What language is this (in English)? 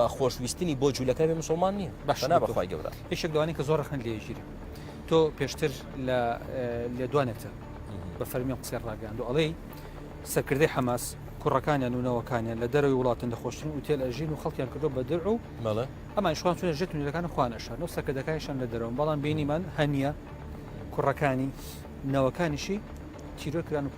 Central Kurdish